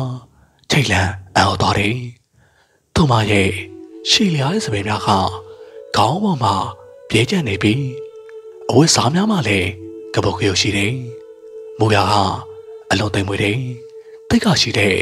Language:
Burmese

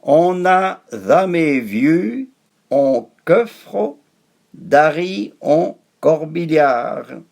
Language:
Arpitan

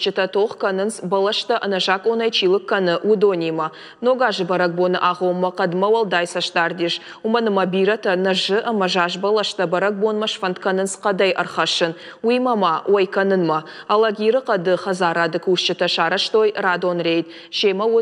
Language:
Ossetic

